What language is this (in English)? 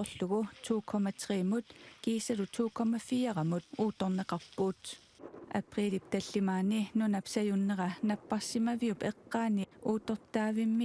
Kalaallisut